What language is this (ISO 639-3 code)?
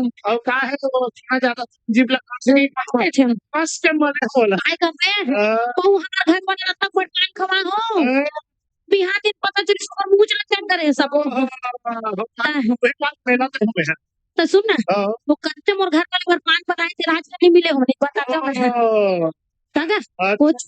hne